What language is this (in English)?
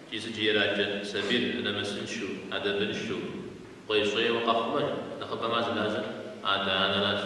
Kabardian